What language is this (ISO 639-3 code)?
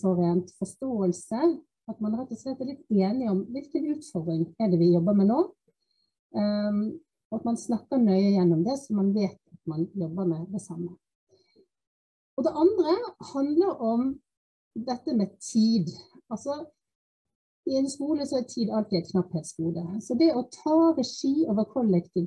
nor